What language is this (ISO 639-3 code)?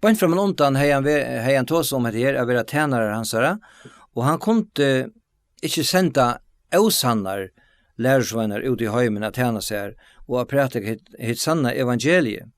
fao